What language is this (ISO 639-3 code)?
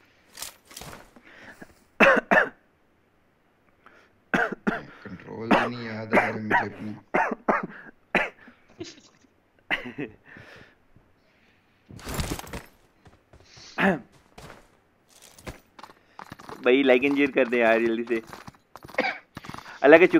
hin